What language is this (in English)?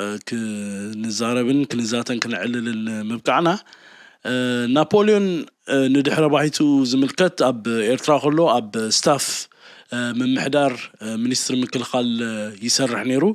Tigrinya